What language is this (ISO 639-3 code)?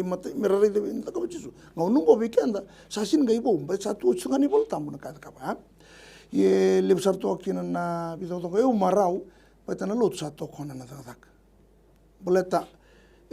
fij